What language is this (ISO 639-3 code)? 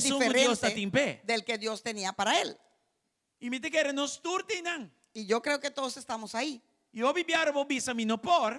pap